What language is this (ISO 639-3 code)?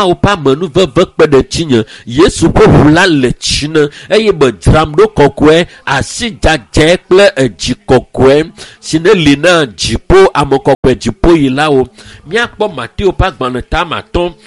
ewe